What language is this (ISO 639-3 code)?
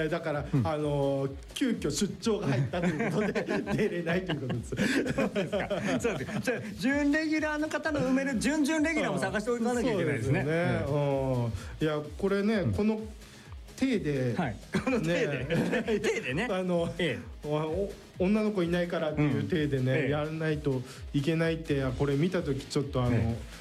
jpn